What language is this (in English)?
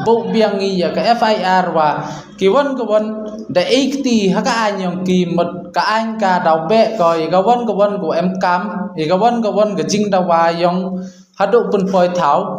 Khasi